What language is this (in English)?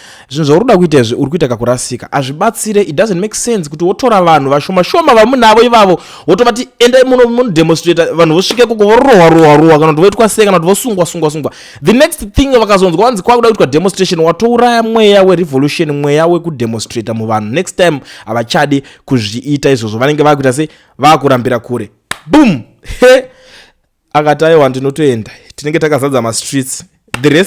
Shona